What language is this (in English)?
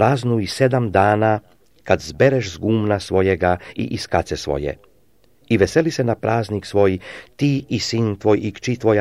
Serbian